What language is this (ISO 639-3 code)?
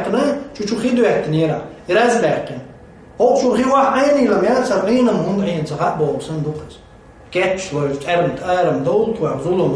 che